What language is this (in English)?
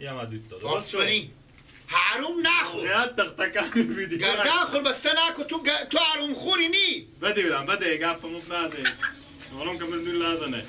Persian